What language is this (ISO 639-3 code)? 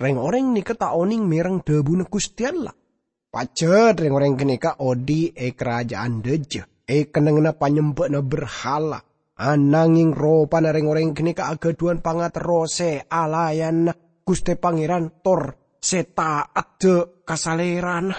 mad